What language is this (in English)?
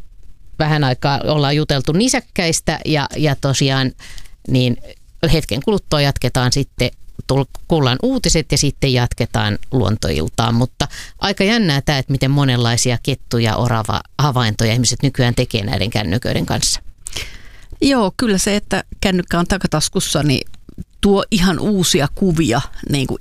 Finnish